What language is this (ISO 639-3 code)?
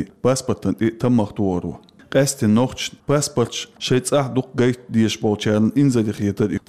che